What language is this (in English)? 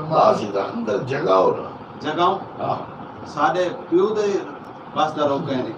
Saraiki